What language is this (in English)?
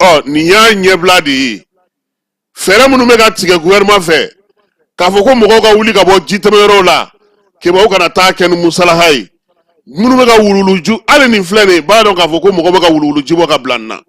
Bambara